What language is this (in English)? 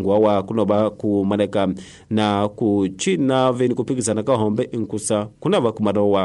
Tsonga